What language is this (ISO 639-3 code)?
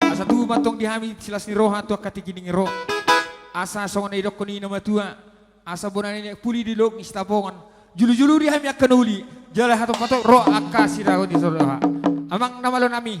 bbc